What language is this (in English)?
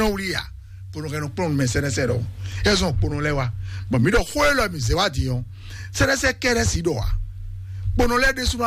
Fon